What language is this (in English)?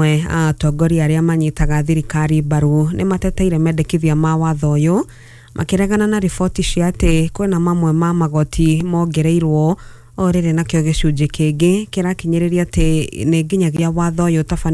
Kikuyu